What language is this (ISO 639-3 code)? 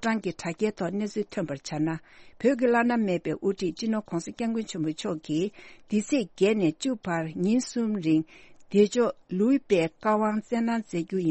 bod